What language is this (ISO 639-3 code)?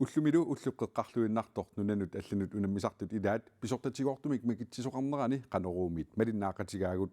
kal